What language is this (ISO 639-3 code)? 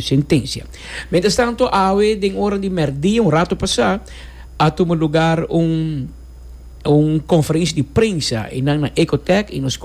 pap